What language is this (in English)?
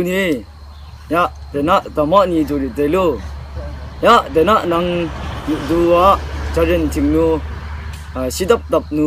Kachin